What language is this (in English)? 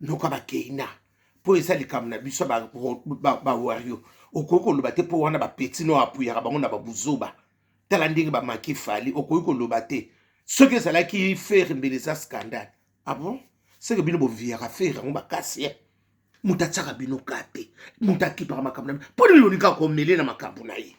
Lingala